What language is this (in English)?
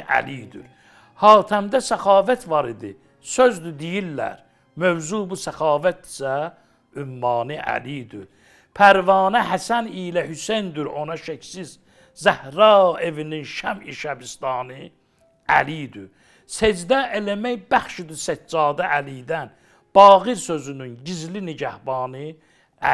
Azerbaijani